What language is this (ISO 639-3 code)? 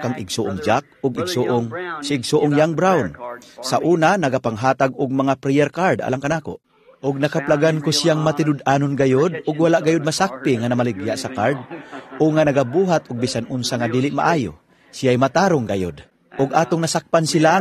ceb